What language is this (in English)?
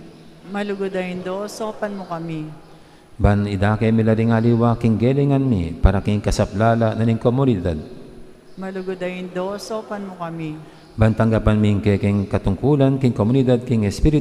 Pampanga